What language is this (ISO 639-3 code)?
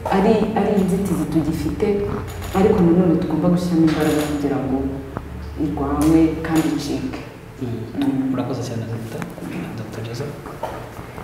kin